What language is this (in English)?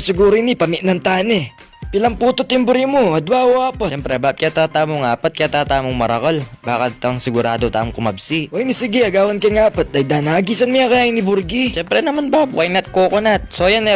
Pampanga